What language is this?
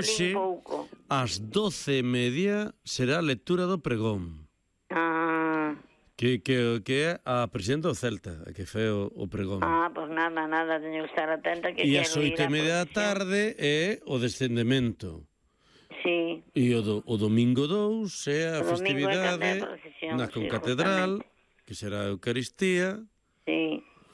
Galician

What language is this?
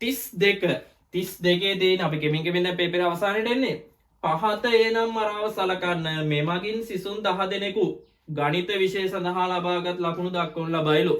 Sinhala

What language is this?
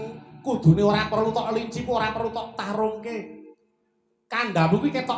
Javanese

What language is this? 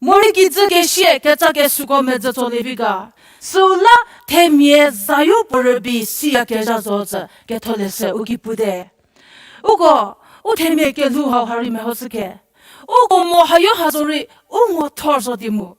Angami Naga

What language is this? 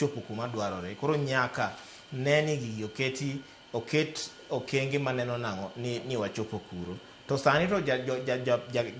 Luo (Kenya and Tanzania)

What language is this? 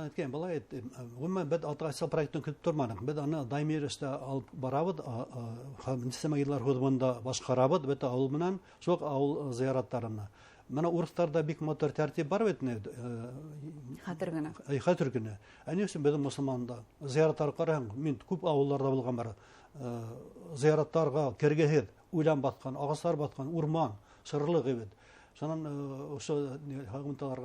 Bashkir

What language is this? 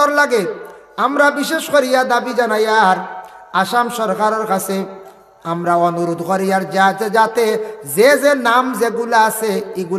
Sylheti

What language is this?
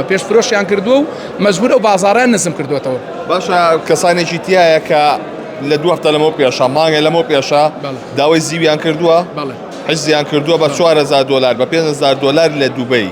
Central Kurdish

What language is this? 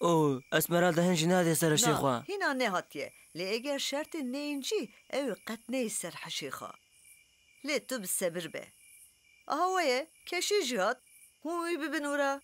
Kurdish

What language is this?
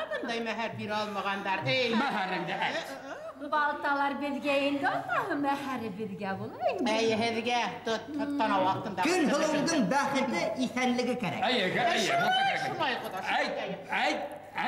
Bashkir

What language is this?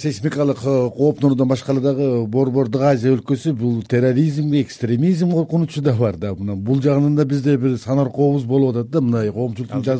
Kyrgyz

